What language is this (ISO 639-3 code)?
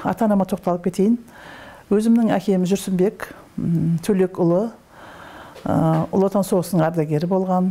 kaz